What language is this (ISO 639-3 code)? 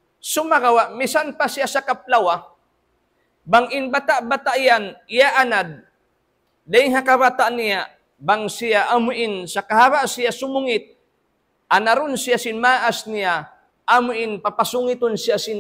tsg